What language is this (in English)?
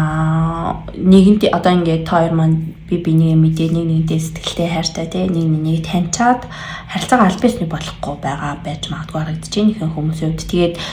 Mongolian